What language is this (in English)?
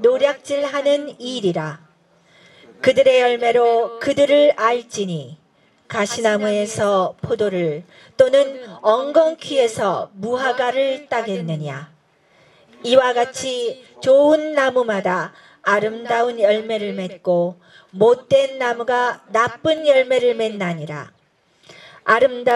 Korean